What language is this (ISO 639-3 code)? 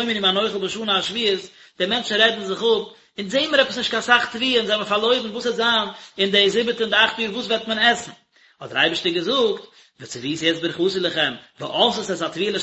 yid